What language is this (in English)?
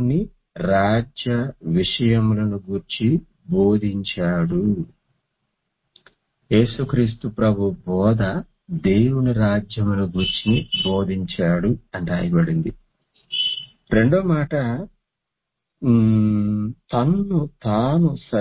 Telugu